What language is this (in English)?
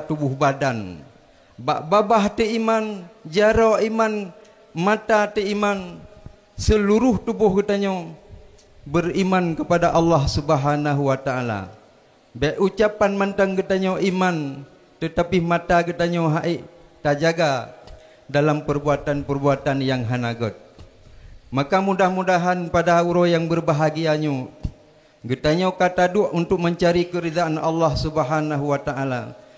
Achinese